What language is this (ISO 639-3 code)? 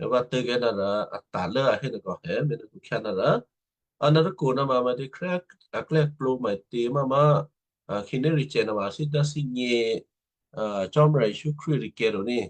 kyu